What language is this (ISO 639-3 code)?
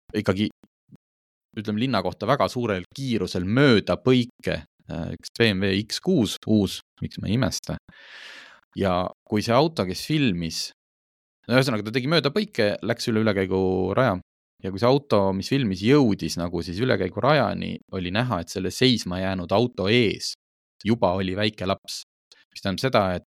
est